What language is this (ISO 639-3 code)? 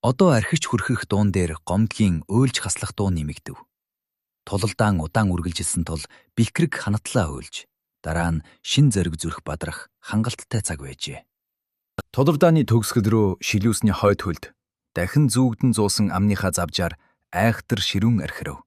mon